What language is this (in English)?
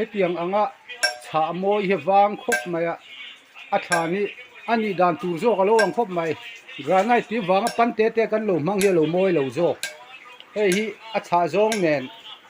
Mizo